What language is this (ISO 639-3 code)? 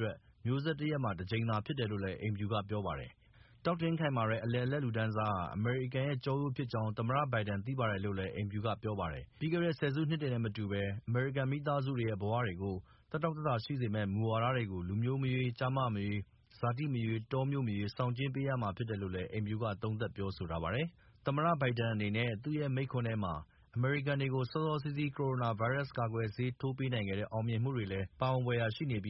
mya